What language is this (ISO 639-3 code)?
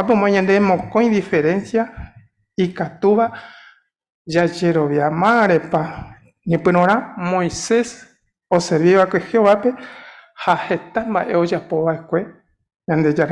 grn